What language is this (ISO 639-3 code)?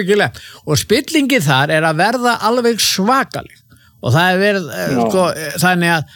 isl